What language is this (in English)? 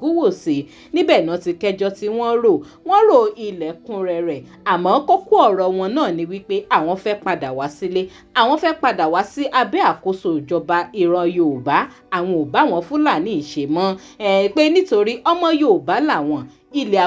Yoruba